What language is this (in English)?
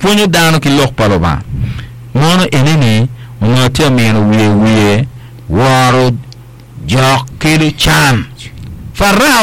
Acoli